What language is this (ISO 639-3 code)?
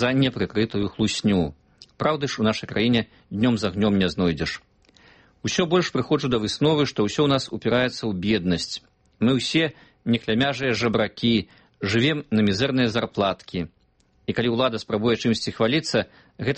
bel